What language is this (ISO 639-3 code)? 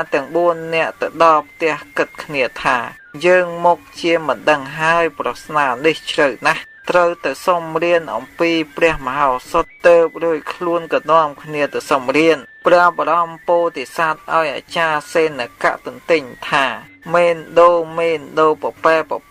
khm